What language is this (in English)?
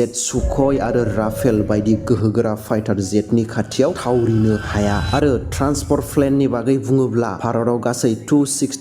Bodo